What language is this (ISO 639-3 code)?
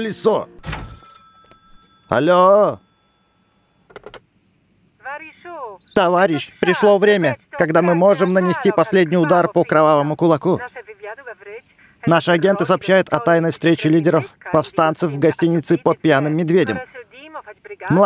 rus